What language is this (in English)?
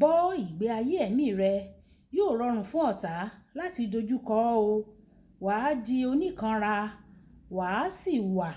Yoruba